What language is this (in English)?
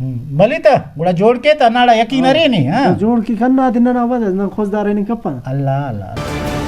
Brahui